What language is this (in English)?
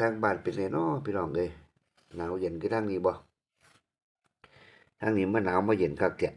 Northeastern Thai